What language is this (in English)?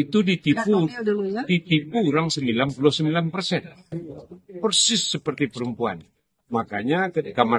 Minangkabau